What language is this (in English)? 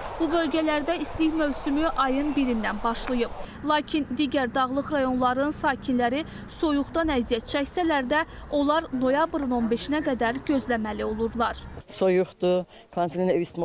Azerbaijani